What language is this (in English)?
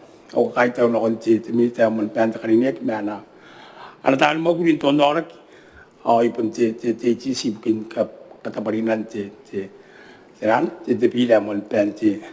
Gilbertese